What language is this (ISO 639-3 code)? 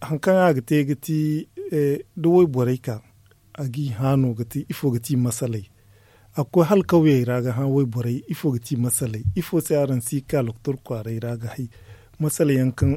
dje